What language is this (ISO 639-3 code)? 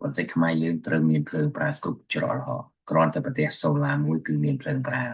khm